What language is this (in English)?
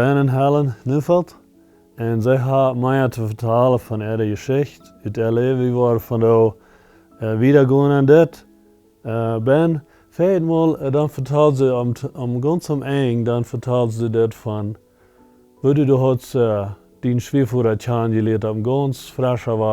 Plautdietsch